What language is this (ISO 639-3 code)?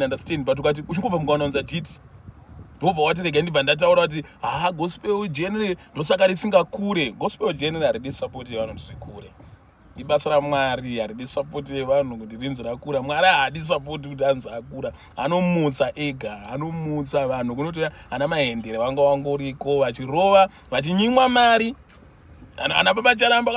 sna